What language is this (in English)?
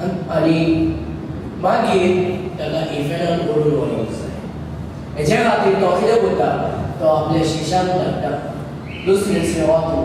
Konkani